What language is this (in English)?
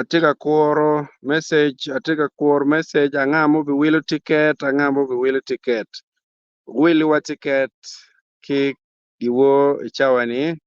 Acoli